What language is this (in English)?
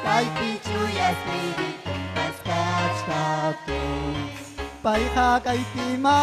Ayacucho Quechua